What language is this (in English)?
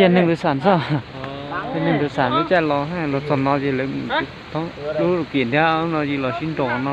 Hmong